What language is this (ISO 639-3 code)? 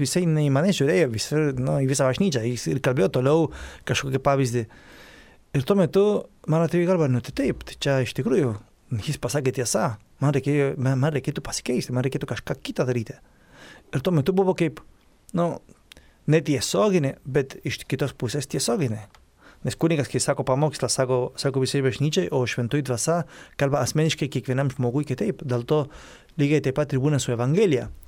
lit